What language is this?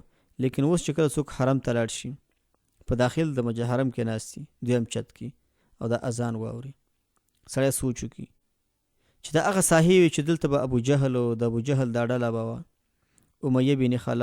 Pashto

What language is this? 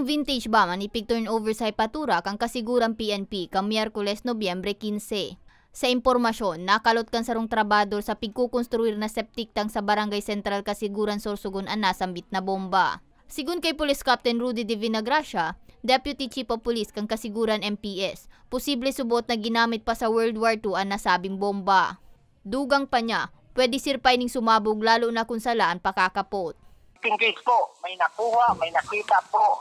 Bikol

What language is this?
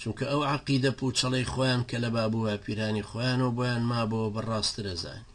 Central Kurdish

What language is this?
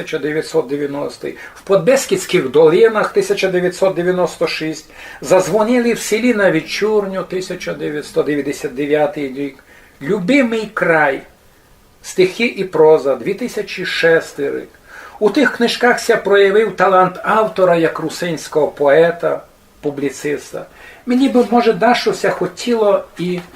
Rusyn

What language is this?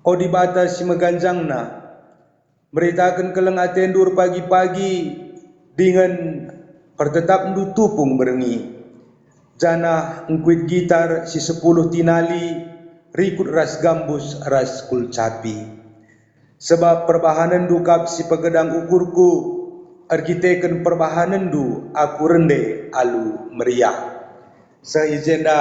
Batak Karo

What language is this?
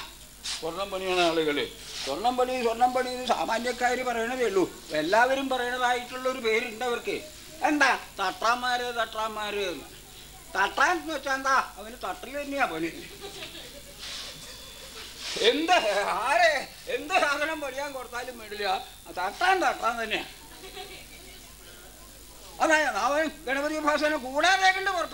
Malayalam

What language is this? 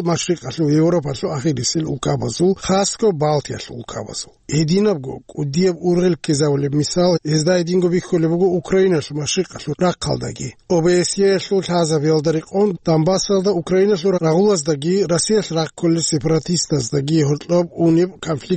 Avaric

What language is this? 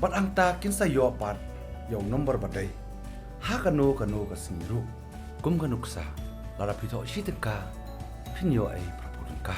Khasi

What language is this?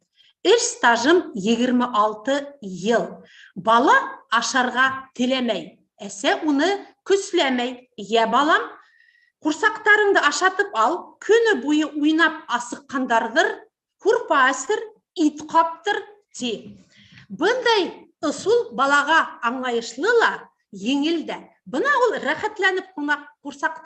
Bashkir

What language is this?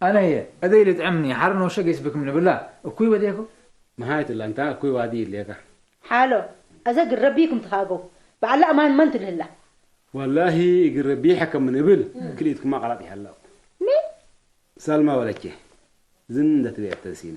Tigre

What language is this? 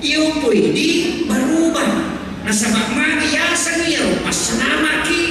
Buginese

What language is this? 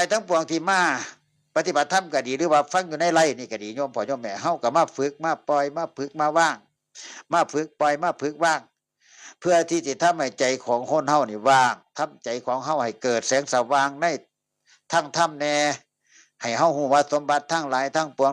Northeastern Thai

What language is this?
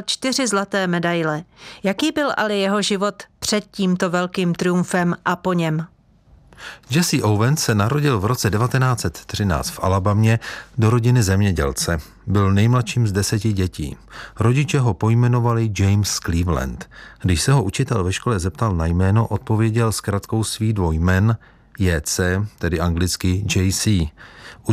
Czech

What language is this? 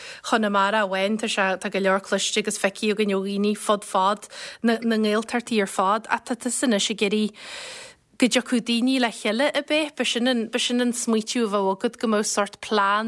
Irish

